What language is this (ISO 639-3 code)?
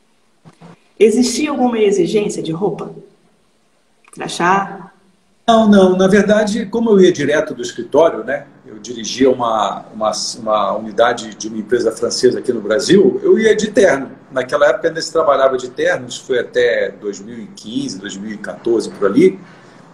por